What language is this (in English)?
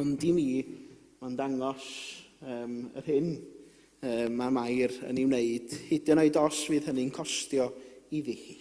Welsh